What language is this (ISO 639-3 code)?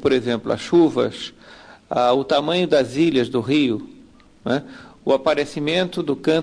por